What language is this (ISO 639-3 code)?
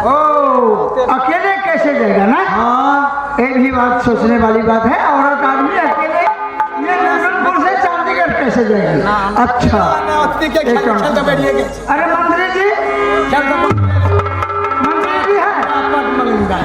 mai